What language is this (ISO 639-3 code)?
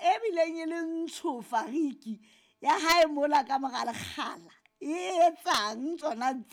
sot